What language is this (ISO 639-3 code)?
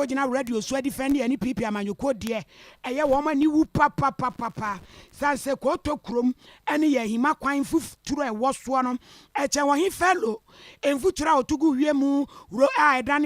aka